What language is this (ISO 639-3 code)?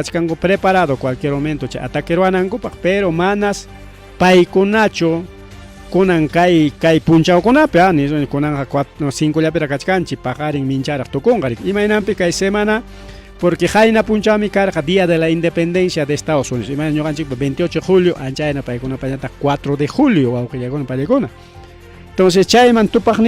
quy